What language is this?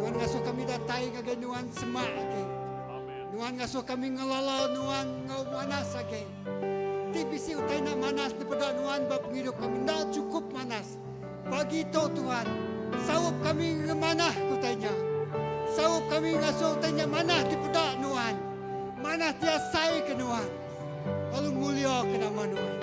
Iban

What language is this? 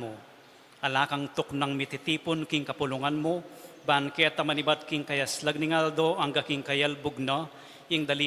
Pampanga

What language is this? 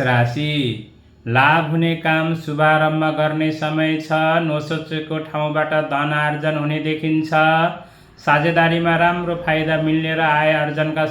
Nepali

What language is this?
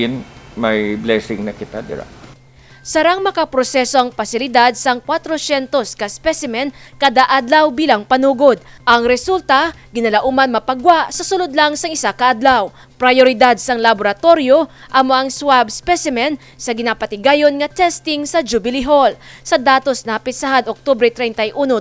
Hiligaynon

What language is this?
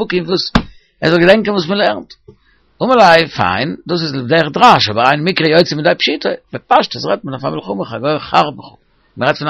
Yiddish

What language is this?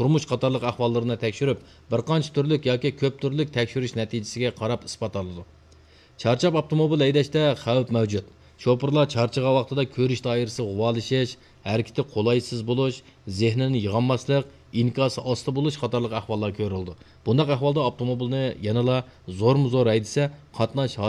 Uyghur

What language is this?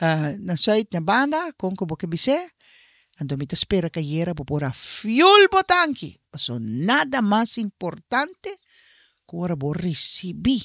Papiamento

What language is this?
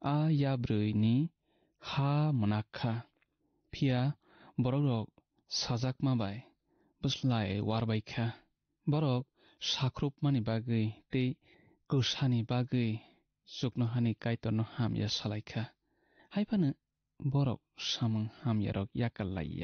Kok Borok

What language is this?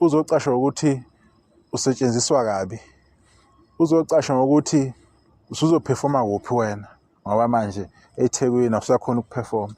Zulu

